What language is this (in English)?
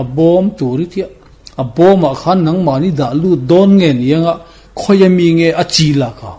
Mizo